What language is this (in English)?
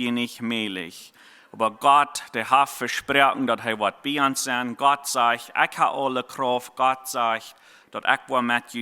Plautdietsch